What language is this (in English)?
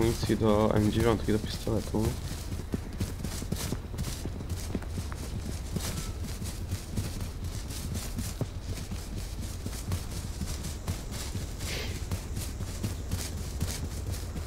Polish